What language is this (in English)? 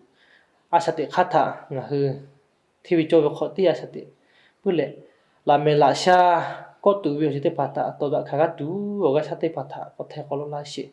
Lahu